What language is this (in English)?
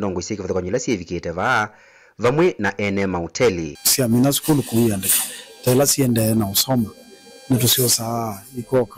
Kamba